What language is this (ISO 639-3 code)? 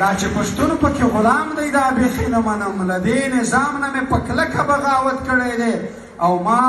pus